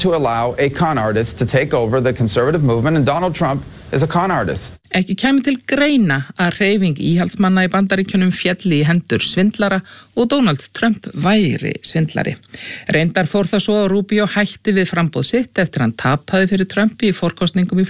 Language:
Icelandic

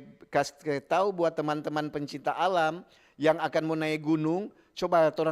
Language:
Manado Malay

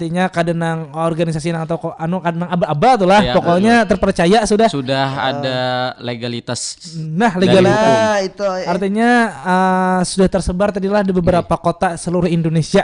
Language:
Banjar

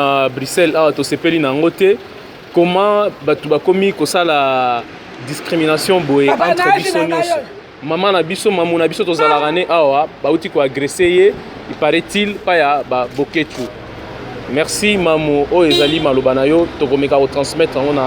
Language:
Lingala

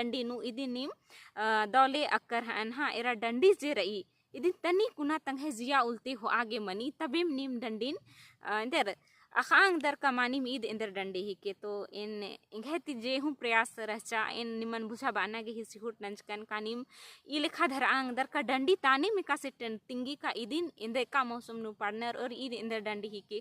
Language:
Kurukh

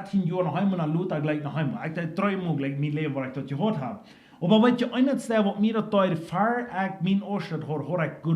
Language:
Plautdietsch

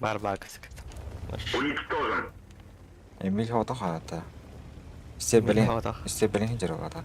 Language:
Yakut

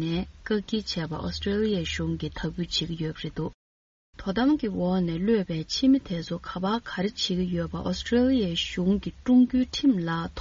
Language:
Tibetan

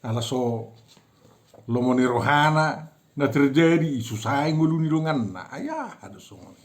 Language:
Batak Toba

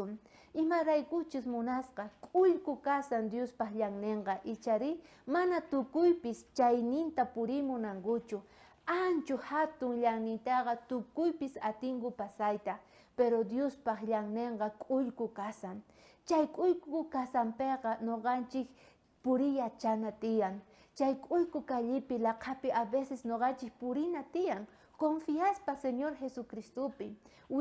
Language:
South Bolivian Quechua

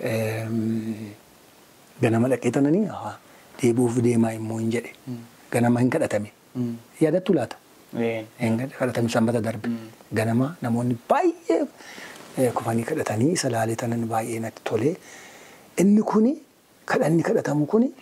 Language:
Oromo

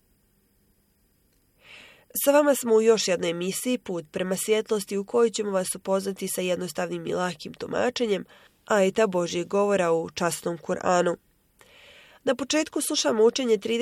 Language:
Bosnian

